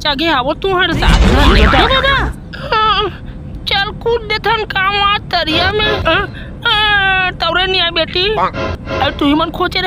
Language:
Chhattisgarhi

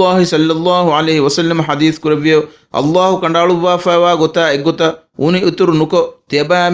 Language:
Divehi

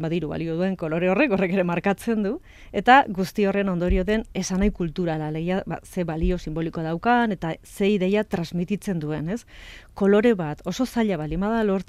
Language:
Basque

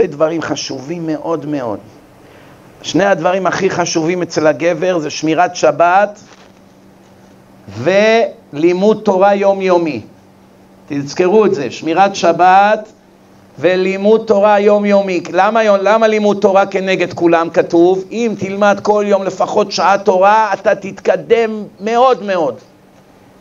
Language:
Hebrew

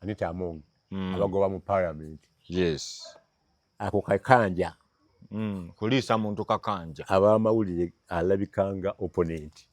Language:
Ganda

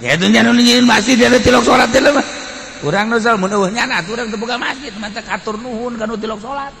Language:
Sundanese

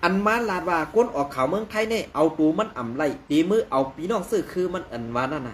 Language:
Shan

